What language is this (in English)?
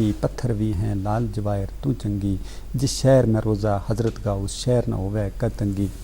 Gujari